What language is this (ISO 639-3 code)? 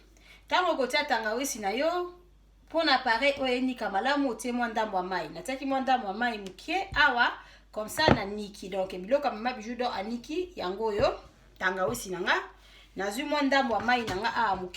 lin